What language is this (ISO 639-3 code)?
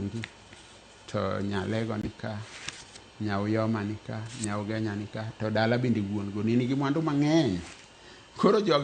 luo